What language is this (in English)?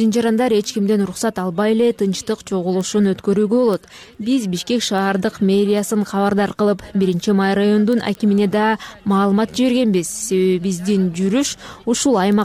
Kyrgyz